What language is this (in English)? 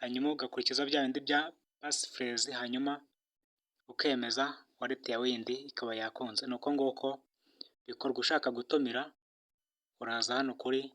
Kinyarwanda